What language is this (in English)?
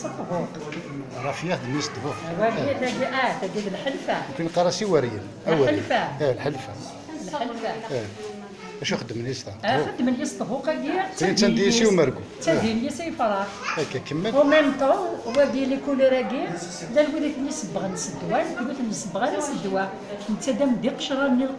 Kabyle